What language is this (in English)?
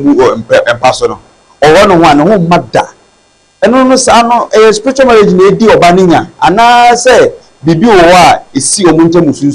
Akan